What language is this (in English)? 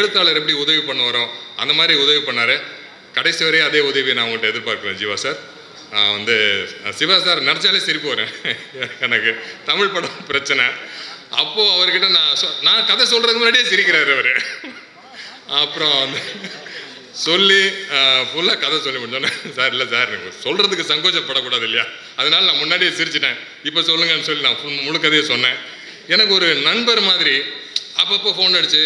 Tamil